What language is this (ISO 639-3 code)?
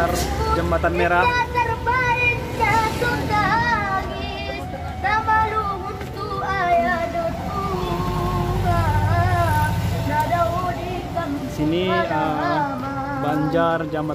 btm